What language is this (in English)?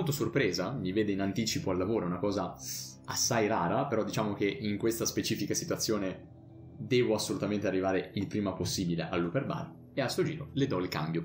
Italian